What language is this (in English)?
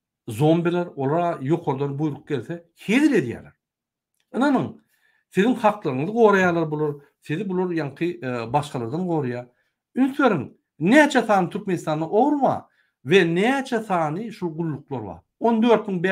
Turkmen